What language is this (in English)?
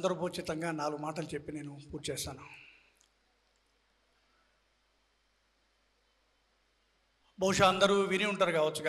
Telugu